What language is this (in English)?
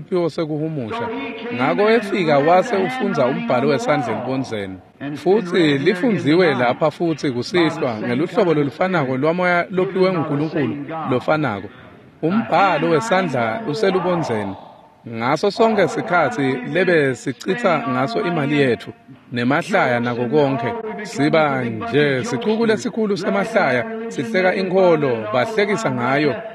Swati